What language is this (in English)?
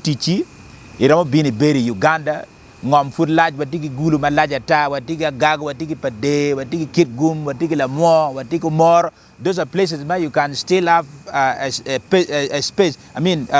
Acoli